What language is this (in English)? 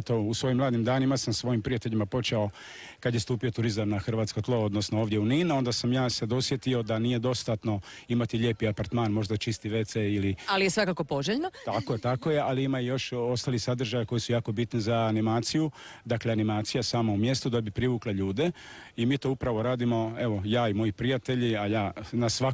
Croatian